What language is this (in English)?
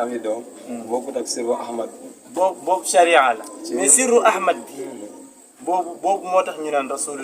Wolof